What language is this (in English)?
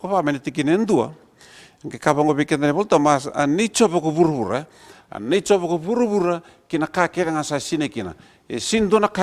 Fijian